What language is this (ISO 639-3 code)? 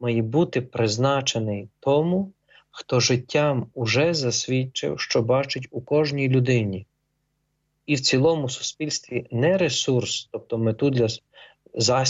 ukr